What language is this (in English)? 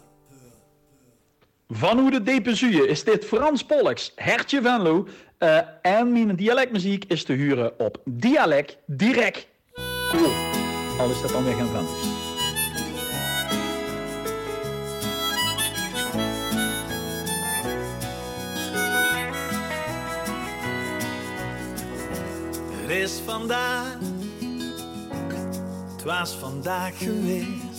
Dutch